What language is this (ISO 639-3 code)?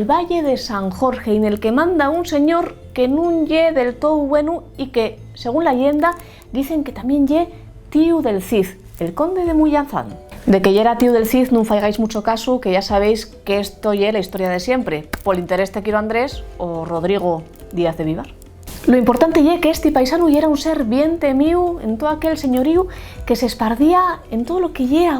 ast